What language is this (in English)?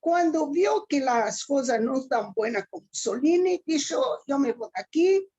Ladino